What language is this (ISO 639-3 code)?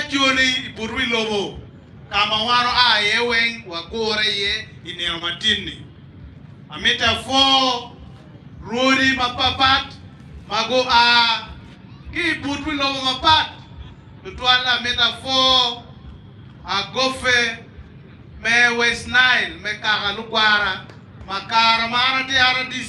ach